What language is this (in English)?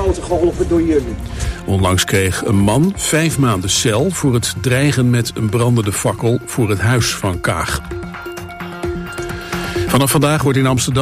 Dutch